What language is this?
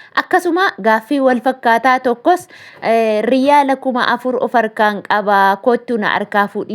Oromo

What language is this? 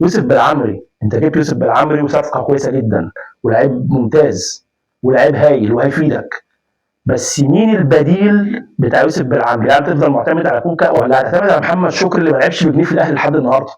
Egyptian Arabic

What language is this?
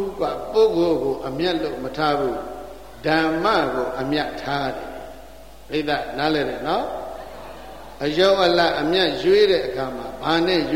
Burmese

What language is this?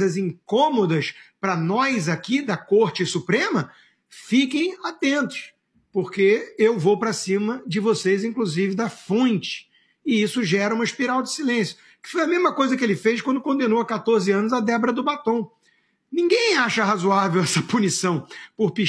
Portuguese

